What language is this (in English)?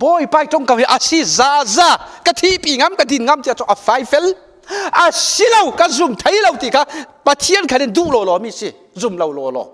Falam Chin